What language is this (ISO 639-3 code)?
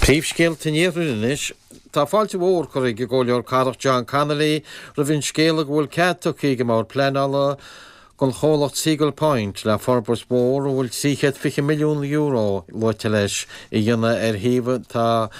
gle